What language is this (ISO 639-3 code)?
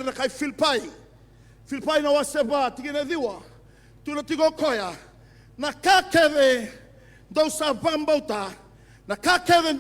fij